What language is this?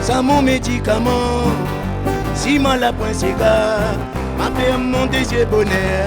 Réunion Creole French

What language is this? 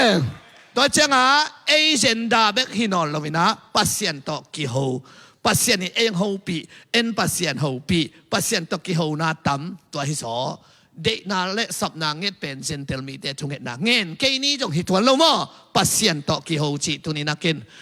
Tedim Chin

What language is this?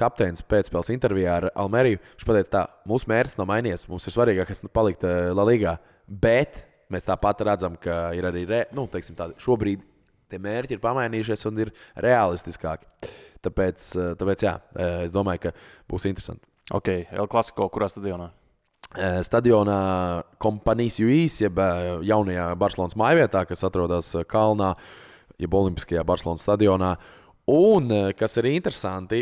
Latvian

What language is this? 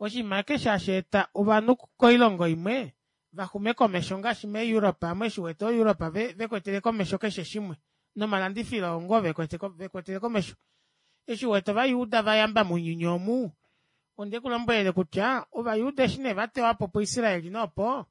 Kuanyama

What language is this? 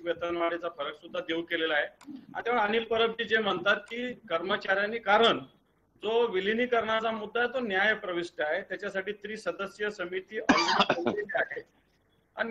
Marathi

